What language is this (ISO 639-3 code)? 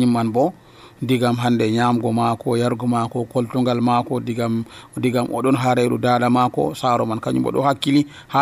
fuv